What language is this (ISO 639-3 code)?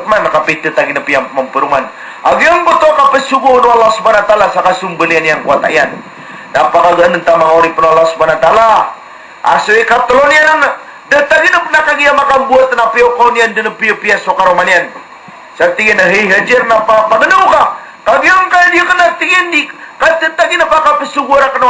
mrw